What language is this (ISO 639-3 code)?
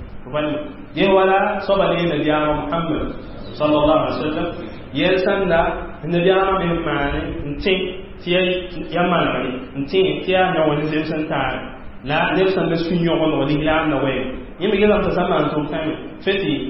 mos